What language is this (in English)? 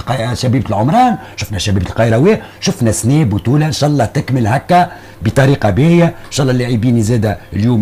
Tunisian Arabic